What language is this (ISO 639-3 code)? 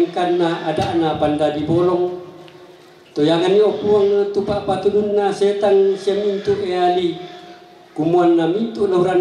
sda